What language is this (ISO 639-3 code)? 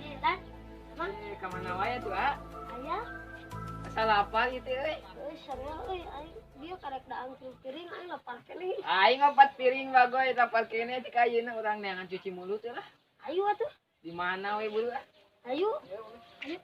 sun